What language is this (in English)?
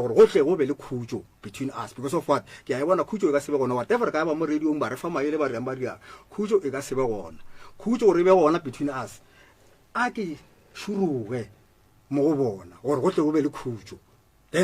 Northern Sotho